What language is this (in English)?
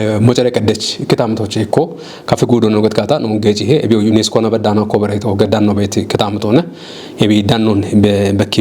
Kafa